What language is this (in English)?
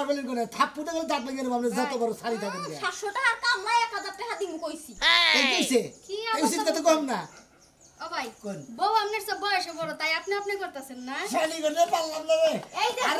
Bangla